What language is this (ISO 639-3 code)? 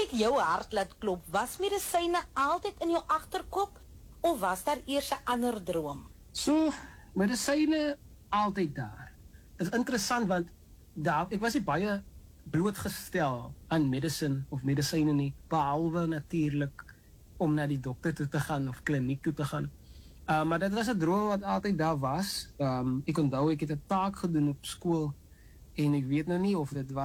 afr